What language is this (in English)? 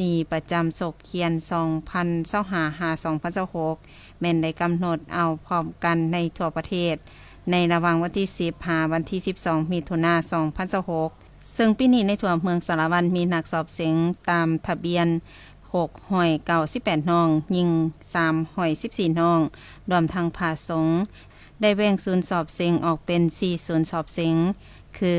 Lao